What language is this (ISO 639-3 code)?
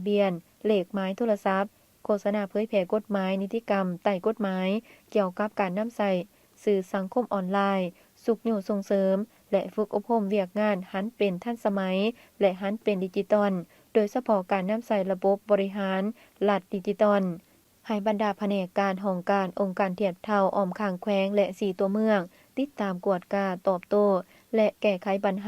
lao